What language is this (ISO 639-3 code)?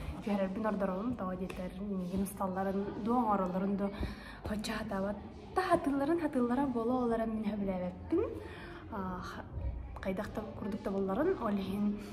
sah